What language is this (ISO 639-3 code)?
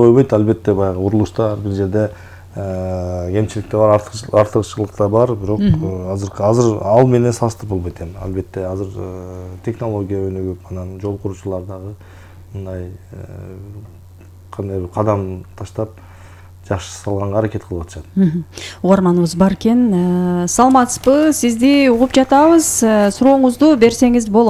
kir